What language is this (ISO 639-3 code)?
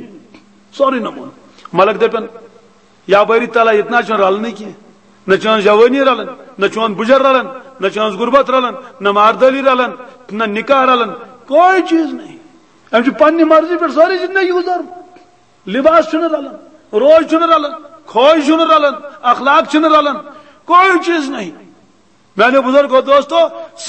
kas